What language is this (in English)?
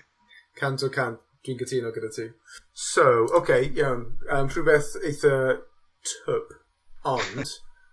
Welsh